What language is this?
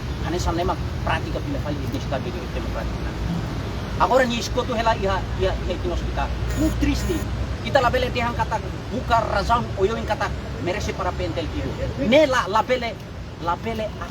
Tetum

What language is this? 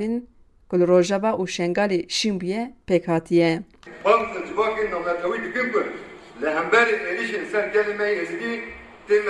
Kurdish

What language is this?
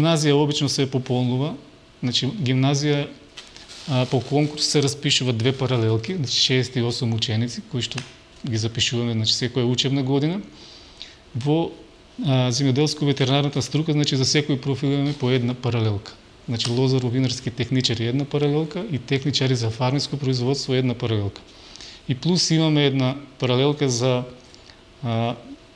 Macedonian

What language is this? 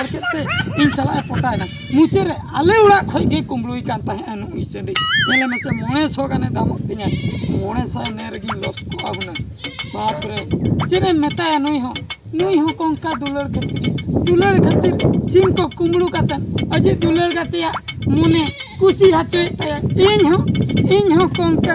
Santali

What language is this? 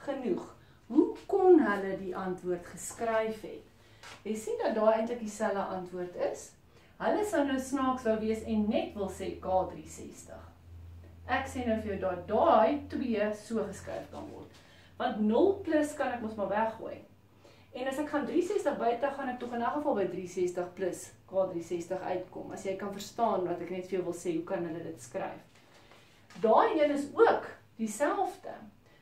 Afrikaans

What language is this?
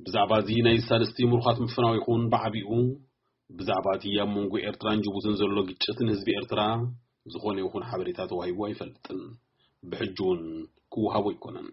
Tigrinya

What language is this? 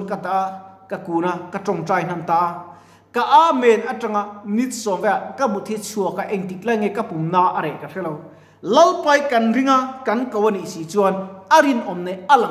Mizo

